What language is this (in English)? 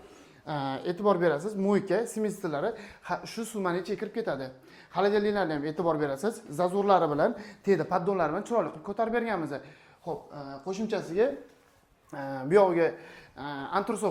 Uzbek